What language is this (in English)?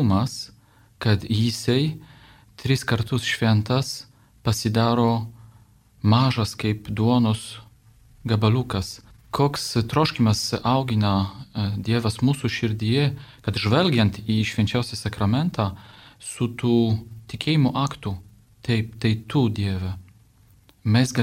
Lithuanian